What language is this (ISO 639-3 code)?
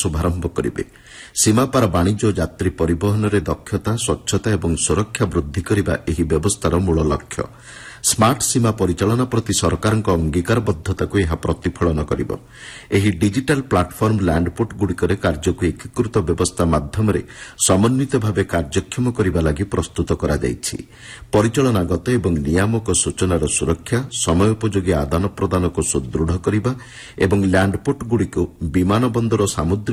ori